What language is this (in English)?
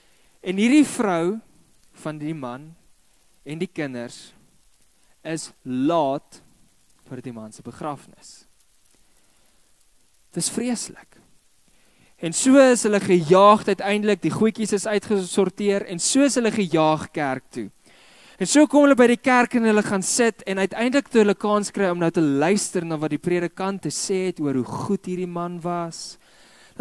Afrikaans